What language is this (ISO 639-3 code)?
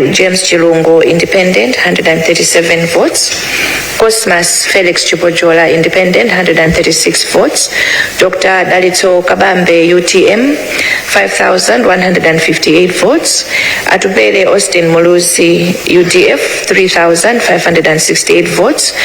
nya